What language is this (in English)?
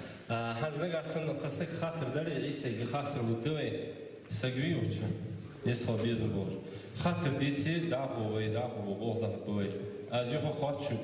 Ingush